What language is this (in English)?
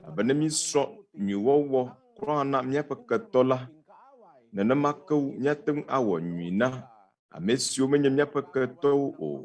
Ewe